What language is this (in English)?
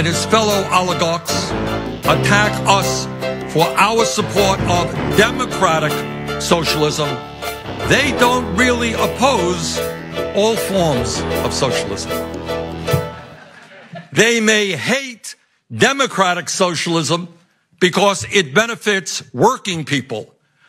English